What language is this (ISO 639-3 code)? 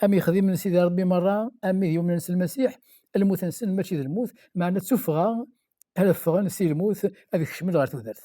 kab